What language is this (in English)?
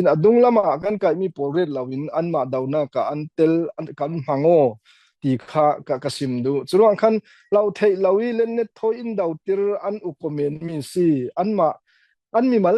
Falam Chin